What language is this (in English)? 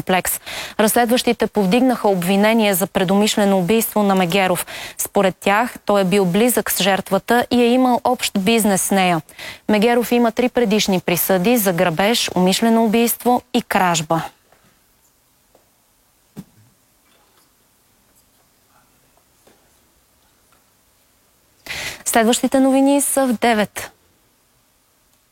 Bulgarian